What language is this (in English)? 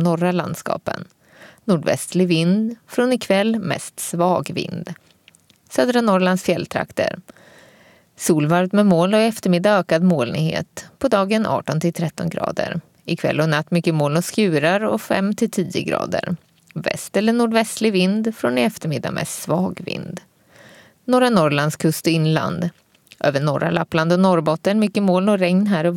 Swedish